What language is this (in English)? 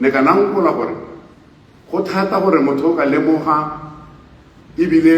Tswana